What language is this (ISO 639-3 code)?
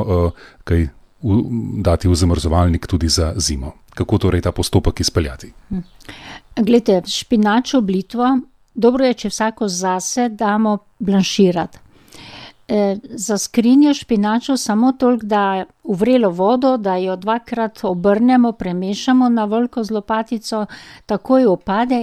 slv